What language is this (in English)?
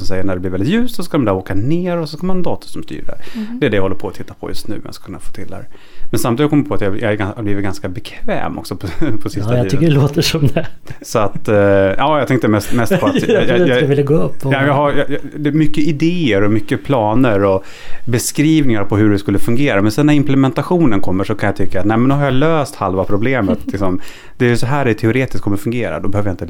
Swedish